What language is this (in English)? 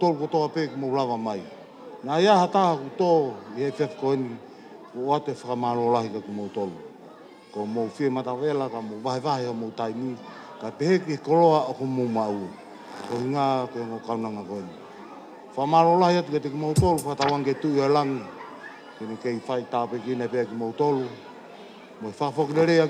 Tongan